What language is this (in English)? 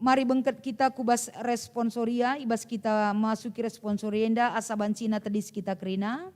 Batak Karo